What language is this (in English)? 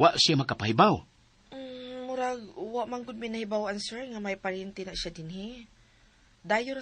Cebuano